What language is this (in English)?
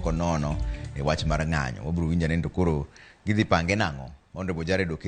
Luo (Kenya and Tanzania)